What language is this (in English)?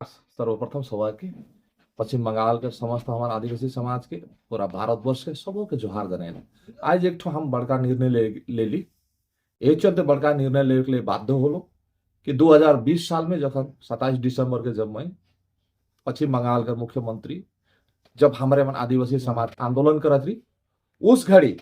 Sadri